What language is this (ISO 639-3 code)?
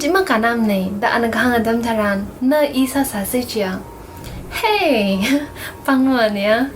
nmf